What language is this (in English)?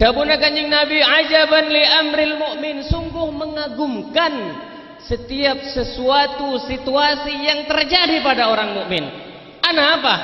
Madurese